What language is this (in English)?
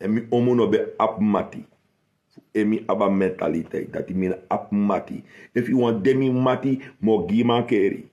Sranan Tongo